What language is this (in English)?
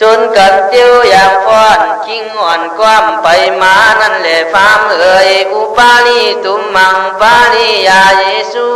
Khün